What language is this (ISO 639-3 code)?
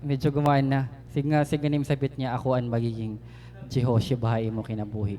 war